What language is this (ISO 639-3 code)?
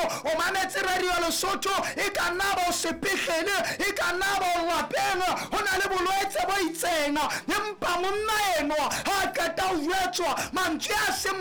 sot